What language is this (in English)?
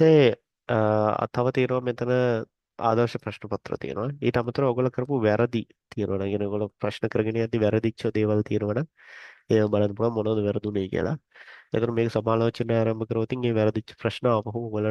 Sinhala